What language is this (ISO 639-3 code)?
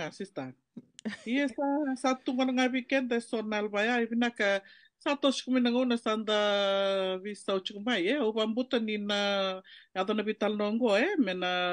fij